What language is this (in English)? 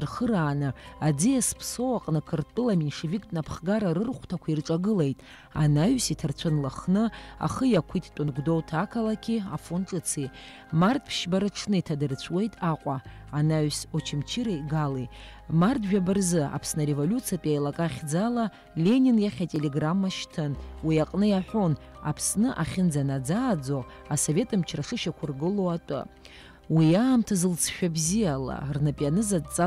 Abkhazian